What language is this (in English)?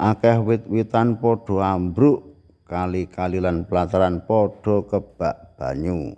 Javanese